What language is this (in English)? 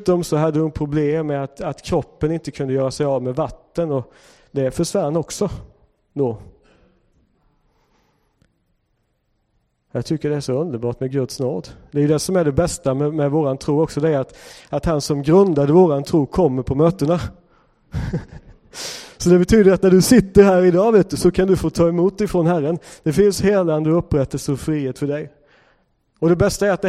Swedish